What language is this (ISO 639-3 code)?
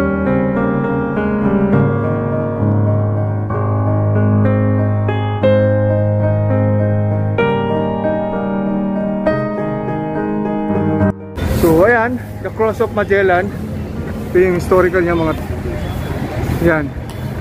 fil